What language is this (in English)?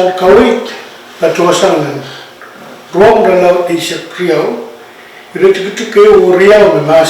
Pohnpeian